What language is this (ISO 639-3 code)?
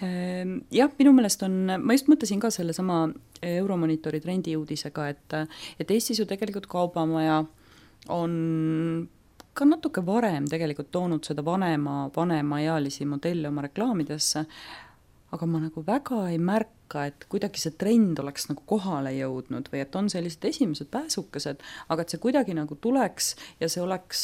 est